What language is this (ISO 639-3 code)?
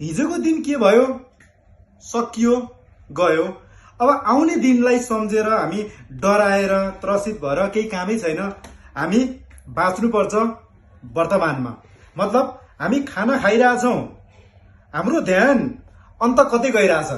nep